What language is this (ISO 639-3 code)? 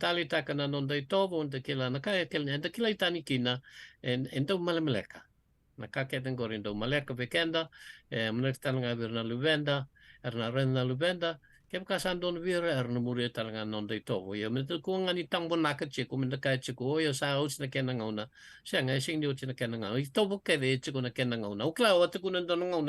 fij